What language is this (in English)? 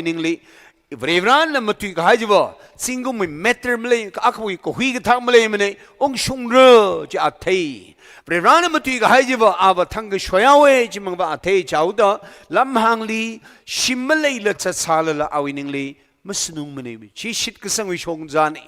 Tangkhul Naga (India)